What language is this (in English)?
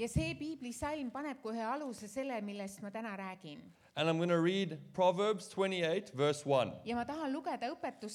Estonian